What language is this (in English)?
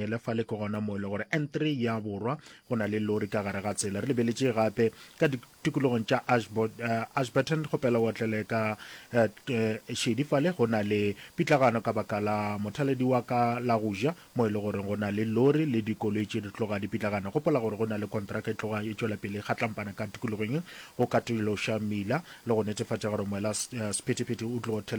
Northern Sotho